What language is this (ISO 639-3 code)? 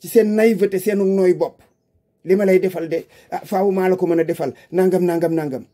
wol